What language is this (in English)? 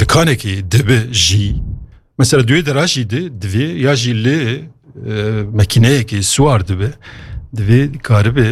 Kurdish